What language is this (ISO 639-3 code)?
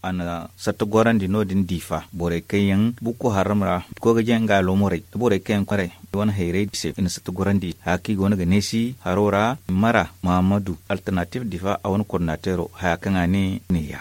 dje